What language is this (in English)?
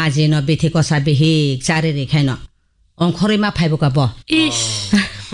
Kok Borok